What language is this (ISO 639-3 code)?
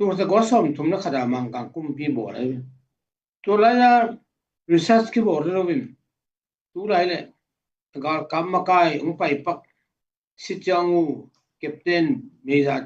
ctd